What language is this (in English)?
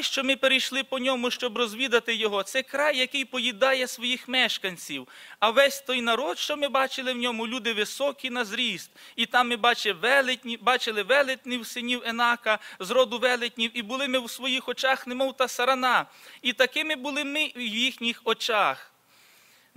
Ukrainian